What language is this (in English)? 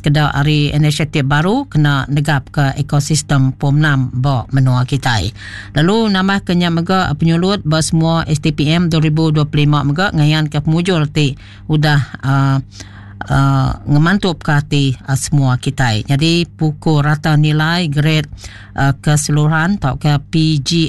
Iban